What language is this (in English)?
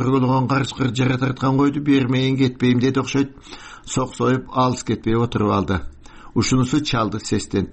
Kyrgyz